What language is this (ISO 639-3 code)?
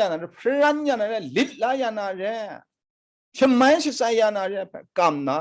kac